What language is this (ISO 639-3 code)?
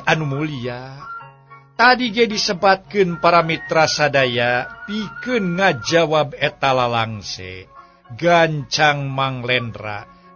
sun